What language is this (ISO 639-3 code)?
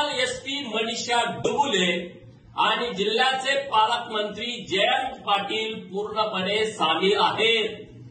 mar